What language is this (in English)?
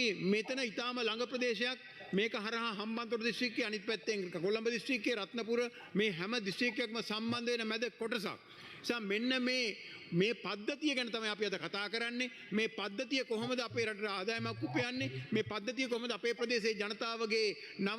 Sinhala